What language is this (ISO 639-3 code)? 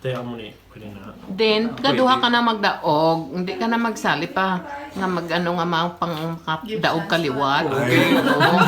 hil